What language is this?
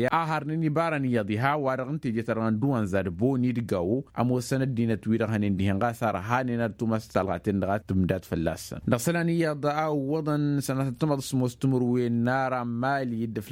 Tamasheq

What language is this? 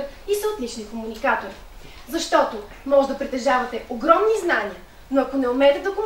Bulgarian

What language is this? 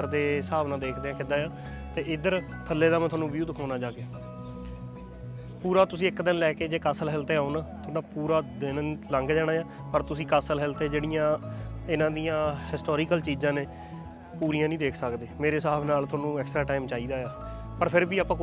Punjabi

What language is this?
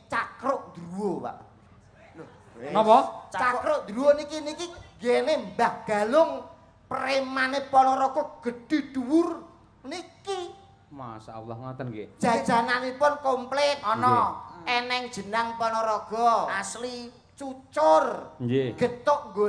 Javanese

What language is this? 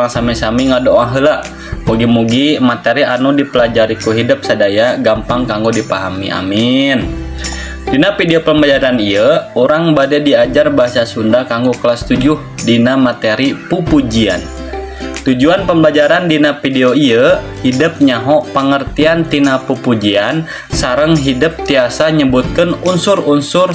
Sundanese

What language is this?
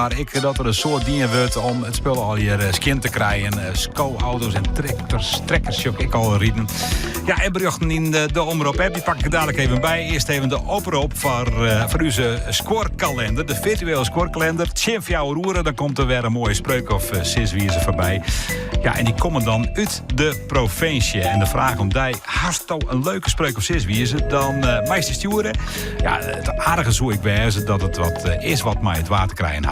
Western Frisian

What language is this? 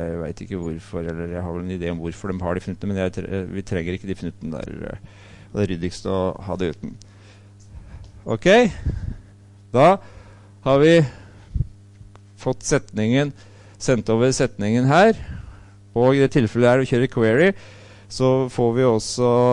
Norwegian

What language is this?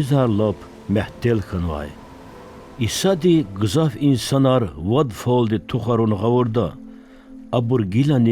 Lezghian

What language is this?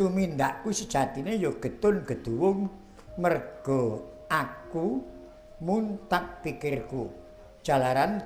Javanese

